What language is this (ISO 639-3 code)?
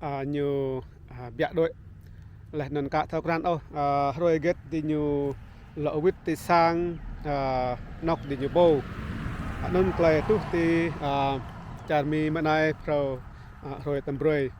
rad